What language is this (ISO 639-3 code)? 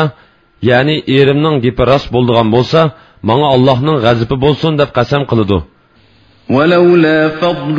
uig